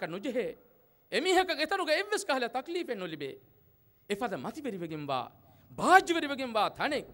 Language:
Divehi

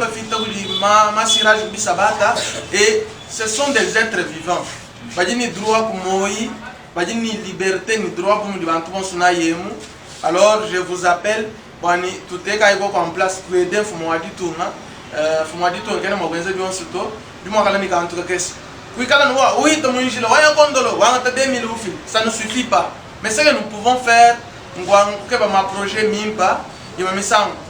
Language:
Luba-Lulua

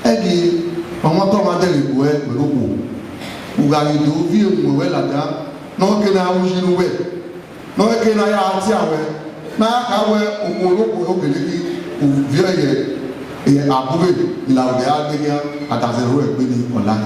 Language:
Bini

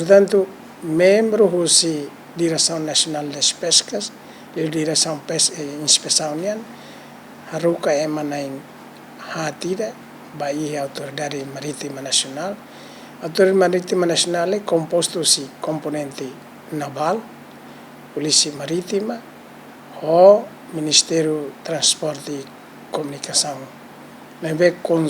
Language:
Tetum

